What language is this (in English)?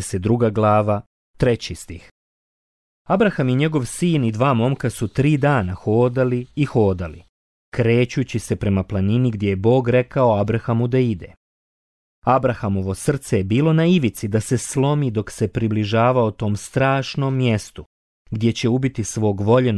Bosnian